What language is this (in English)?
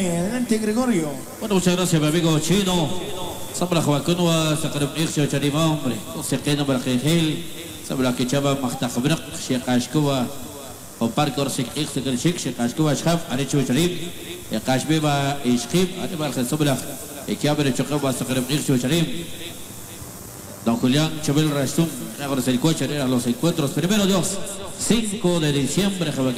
Spanish